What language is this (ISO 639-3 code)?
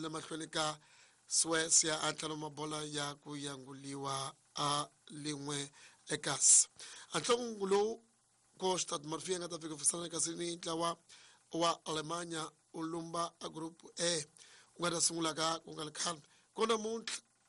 tso